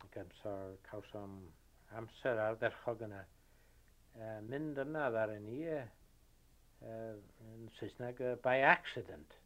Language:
Welsh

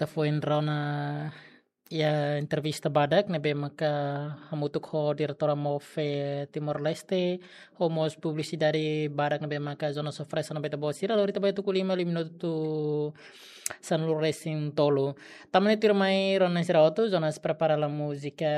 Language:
Tetum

